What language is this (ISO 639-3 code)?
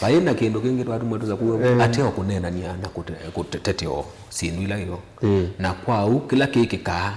kam